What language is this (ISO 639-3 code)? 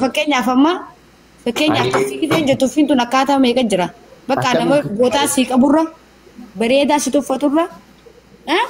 orm